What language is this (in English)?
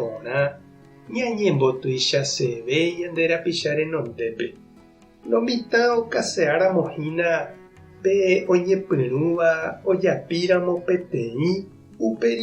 Guarani